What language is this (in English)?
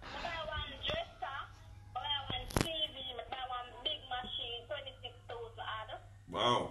Jamaican Creole English